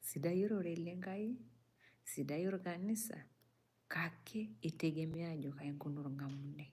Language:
Masai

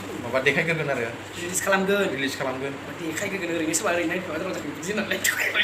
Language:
Bodo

